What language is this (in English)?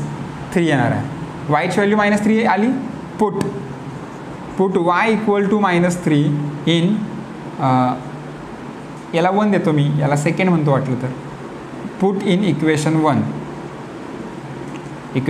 Marathi